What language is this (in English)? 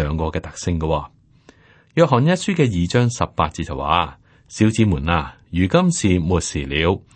Cantonese